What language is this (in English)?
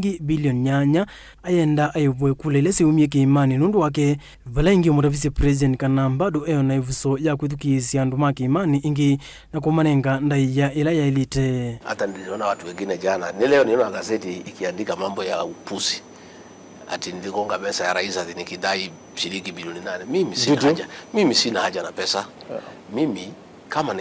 Kamba